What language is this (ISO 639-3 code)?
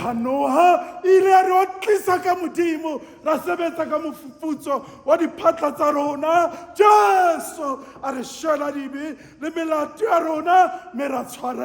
sot